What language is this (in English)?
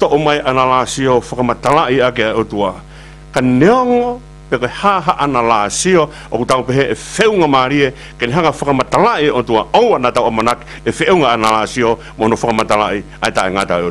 Tongan